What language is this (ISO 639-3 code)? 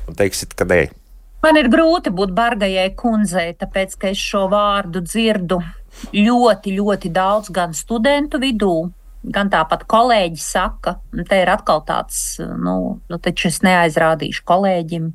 lav